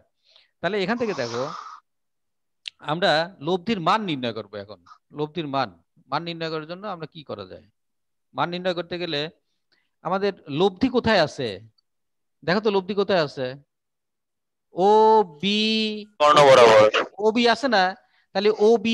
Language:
Bangla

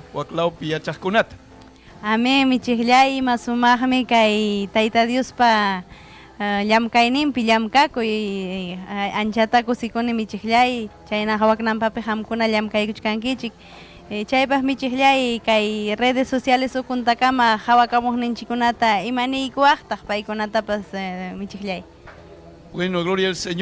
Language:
Ayacucho Quechua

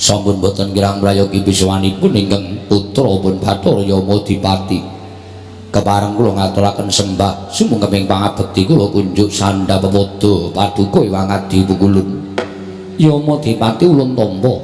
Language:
Javanese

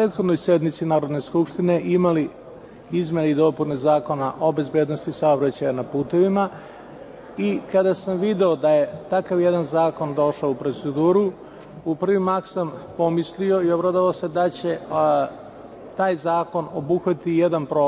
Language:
Serbian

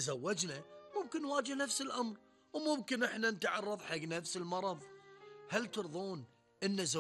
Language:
Gulf Arabic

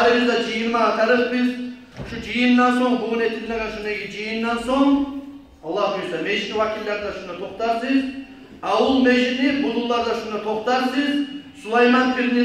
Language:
Kumyk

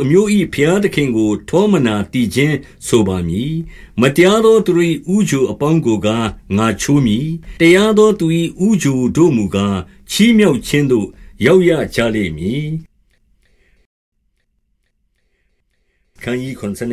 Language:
Burmese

